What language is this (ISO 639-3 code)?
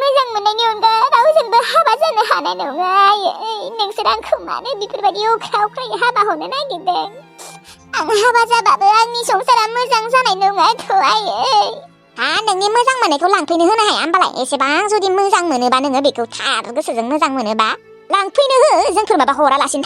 brx